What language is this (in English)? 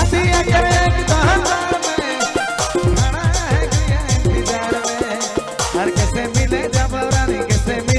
Sadri